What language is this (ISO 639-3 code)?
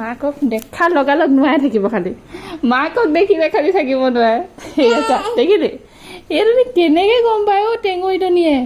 asm